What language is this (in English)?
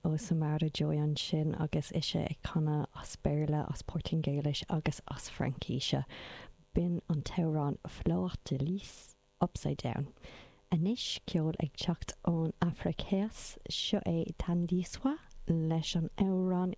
Irish